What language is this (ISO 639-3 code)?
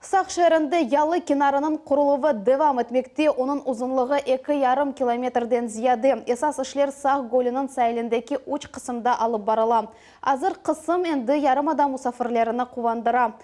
crh